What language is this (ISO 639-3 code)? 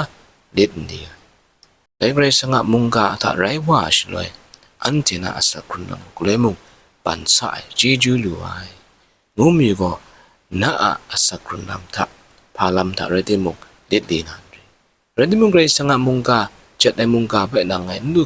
kac